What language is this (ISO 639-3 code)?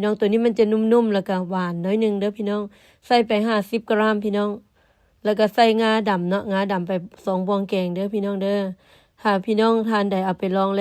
lao